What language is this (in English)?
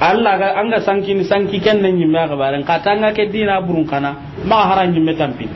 Soninke